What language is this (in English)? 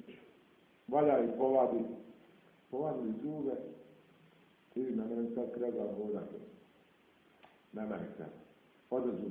Bosnian